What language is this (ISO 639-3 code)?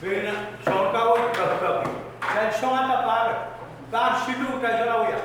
pon